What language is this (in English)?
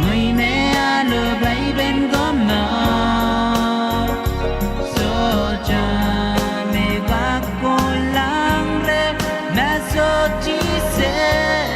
Pohnpeian